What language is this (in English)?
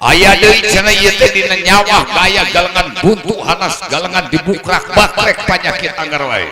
Sundanese